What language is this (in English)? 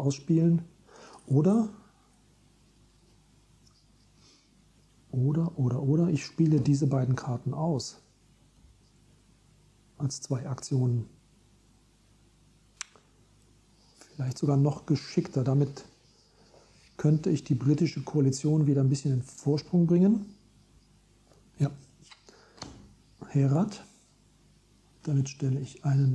German